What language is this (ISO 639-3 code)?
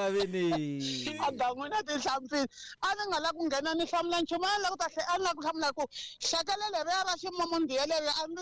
tso